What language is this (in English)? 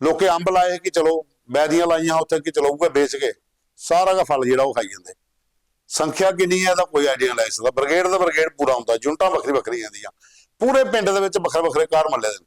Dogri